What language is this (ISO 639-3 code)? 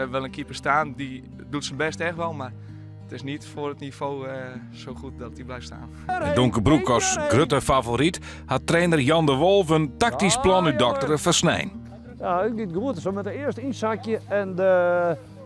fry